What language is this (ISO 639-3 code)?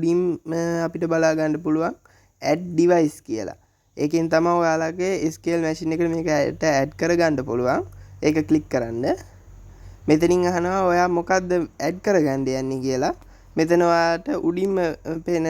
sin